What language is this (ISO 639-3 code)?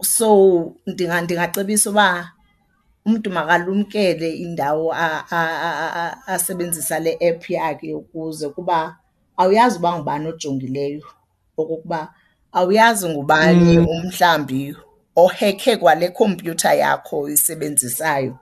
xho